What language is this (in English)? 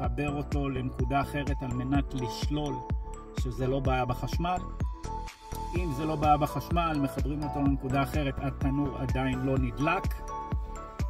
Hebrew